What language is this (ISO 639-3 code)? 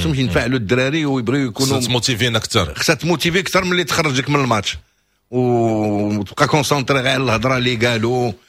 ary